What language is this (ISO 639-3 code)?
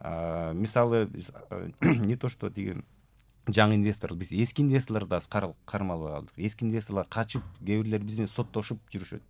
kir